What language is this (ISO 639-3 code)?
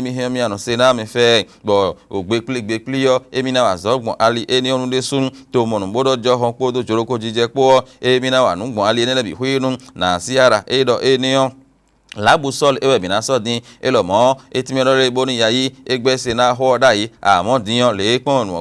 fon